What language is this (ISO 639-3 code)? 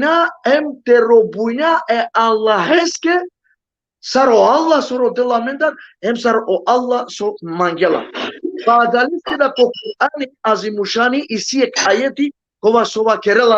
rmn